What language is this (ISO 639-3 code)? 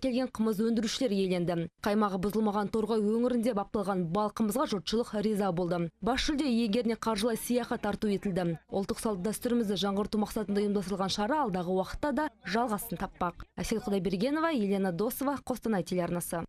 kaz